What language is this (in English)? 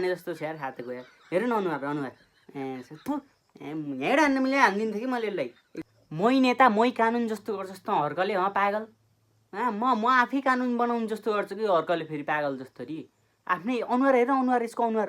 Nepali